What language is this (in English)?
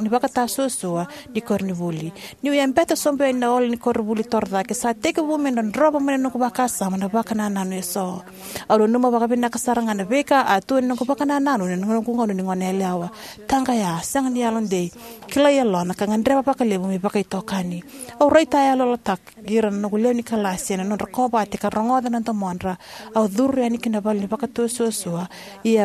Fijian